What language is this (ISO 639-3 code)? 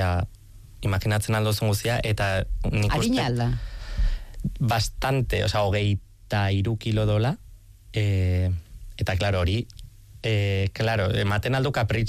eus